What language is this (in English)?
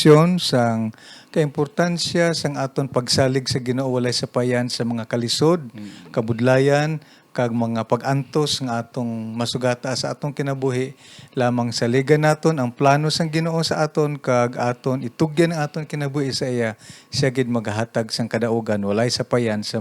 Hiligaynon